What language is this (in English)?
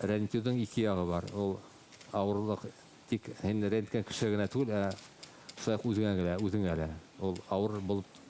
Bashkir